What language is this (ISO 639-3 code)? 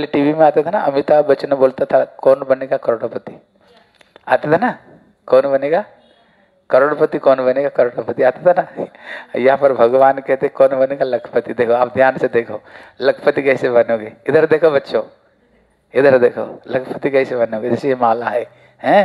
hin